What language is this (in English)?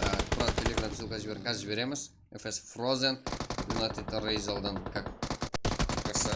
Kara-Kalpak